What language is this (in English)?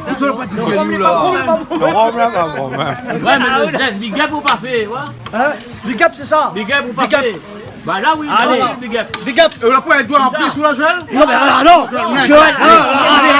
Réunion Creole French